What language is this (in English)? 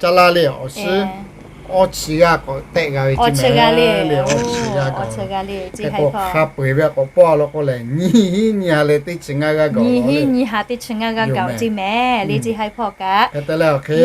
Lahu